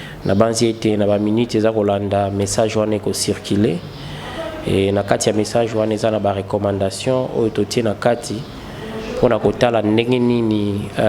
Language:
Lingala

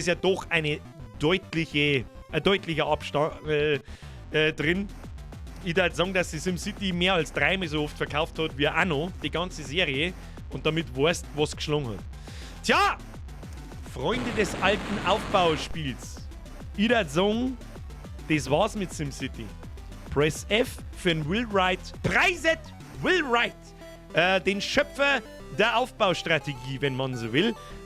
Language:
Bavarian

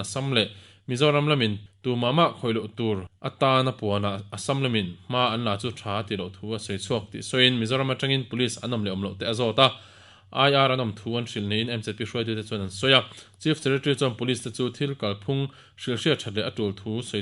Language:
Mizo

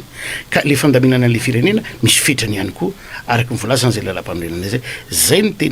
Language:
Malagasy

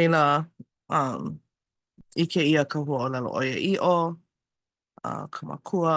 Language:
Hawaiian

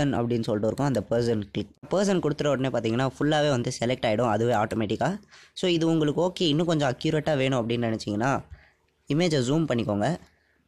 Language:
Tamil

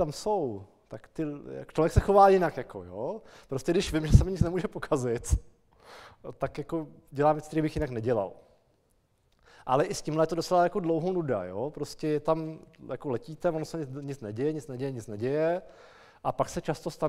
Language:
Czech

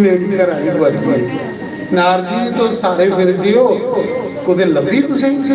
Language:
Dogri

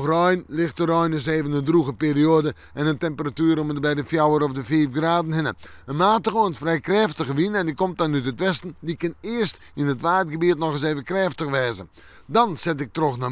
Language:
Western Frisian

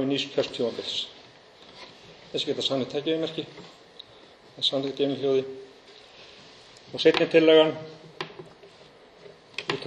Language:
Icelandic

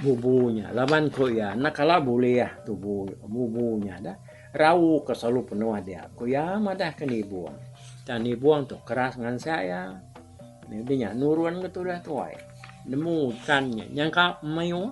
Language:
Iban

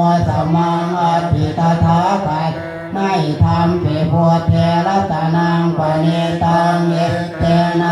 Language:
Pali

